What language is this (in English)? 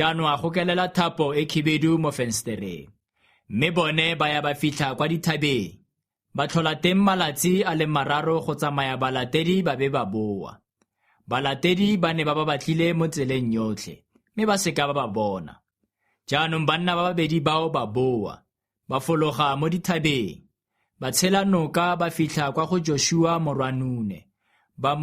Tswana